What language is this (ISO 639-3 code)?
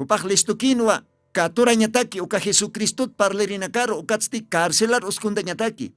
aym